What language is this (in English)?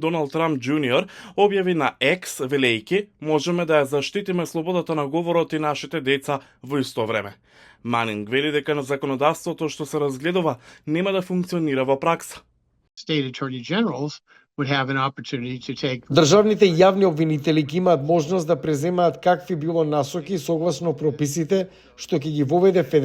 Macedonian